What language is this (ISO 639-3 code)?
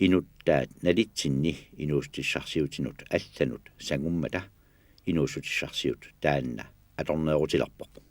kal